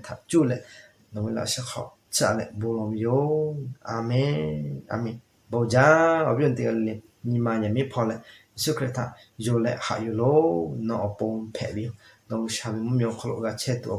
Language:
Lahu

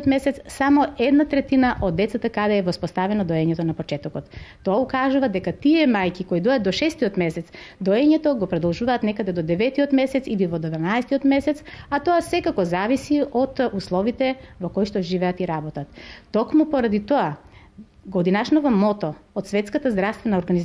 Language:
Macedonian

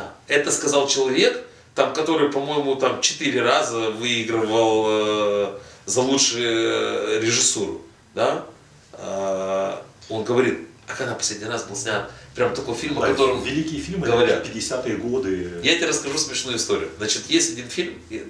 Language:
Russian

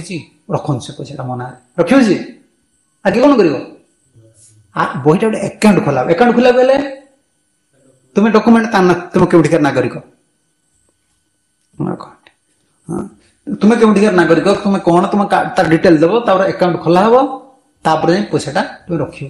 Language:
Odia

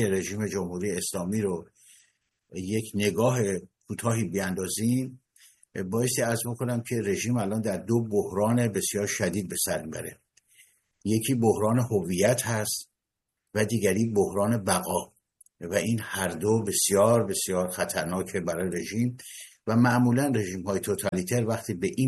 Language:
Persian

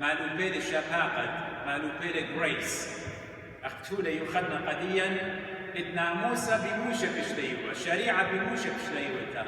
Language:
Assyrian Neo-Aramaic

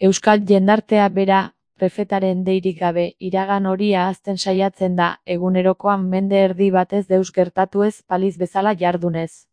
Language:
Basque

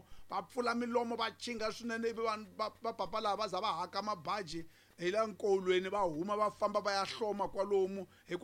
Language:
Tsonga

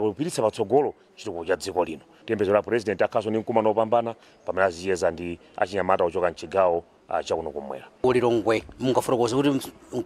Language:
Nyanja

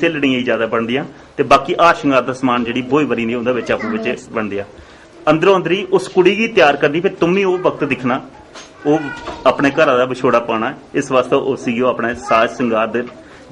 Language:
Dogri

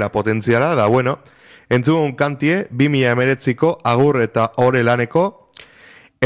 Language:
Basque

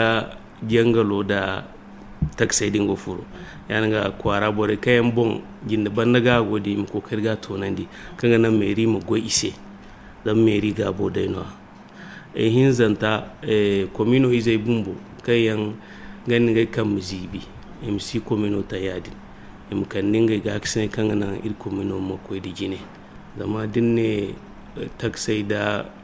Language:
Zarma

